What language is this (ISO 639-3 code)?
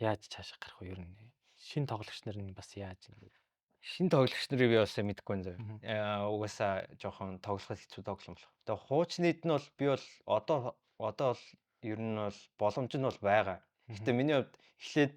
mon